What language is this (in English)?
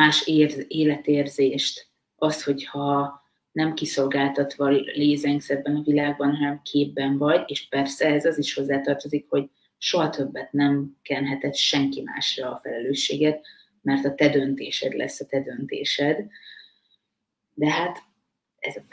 Hungarian